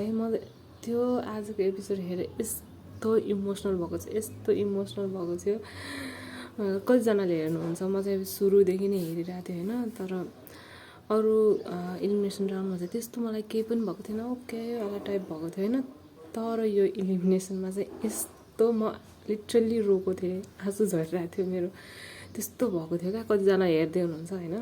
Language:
Nepali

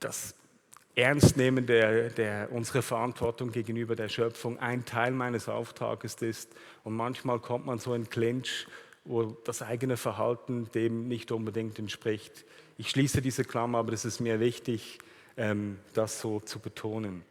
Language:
Swiss German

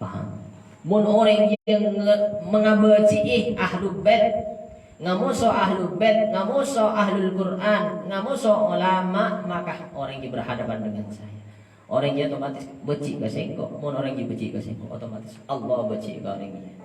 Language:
Madurese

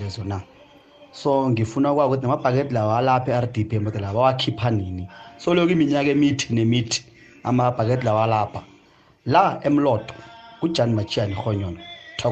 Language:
South Ndebele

